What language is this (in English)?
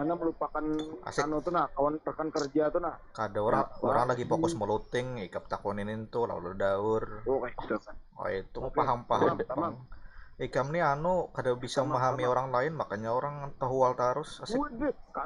Banjar